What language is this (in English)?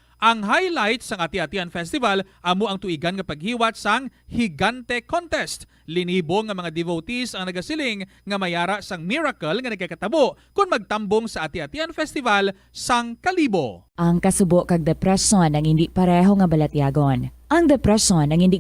Hiligaynon